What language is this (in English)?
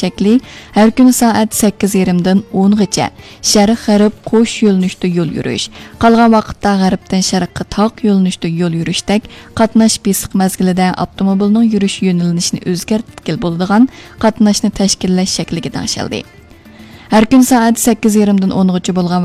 Uyghur